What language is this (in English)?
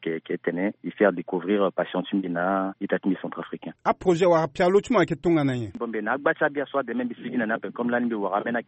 Sango